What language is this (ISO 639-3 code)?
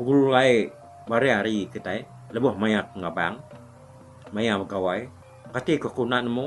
iba